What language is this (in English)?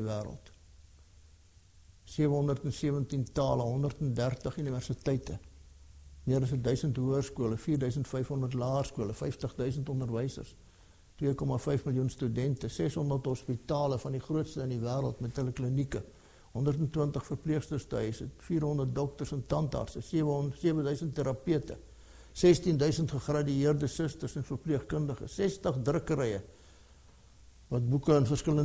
Afrikaans